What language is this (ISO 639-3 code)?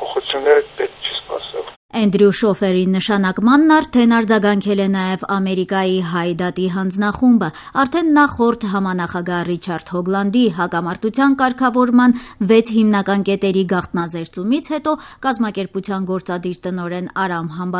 hye